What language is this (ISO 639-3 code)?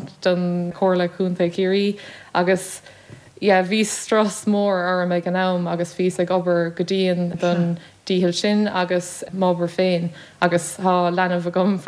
gle